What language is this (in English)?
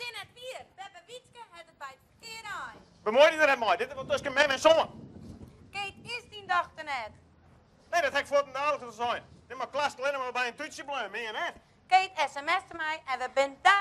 Western Frisian